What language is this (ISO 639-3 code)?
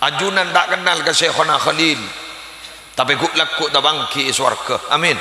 mad